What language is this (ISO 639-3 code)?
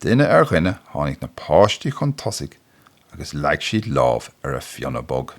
gle